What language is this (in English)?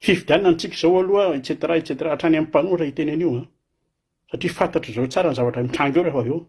Malagasy